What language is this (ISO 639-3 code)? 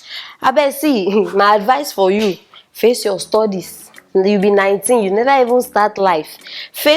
pcm